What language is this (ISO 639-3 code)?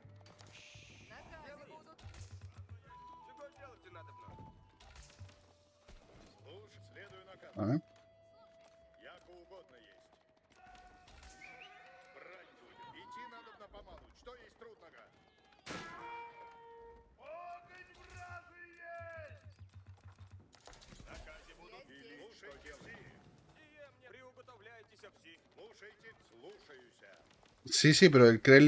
spa